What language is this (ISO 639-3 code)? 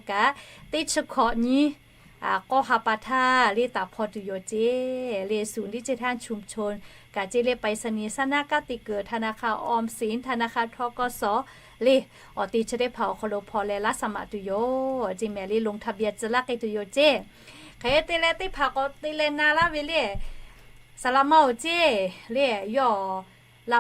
lhu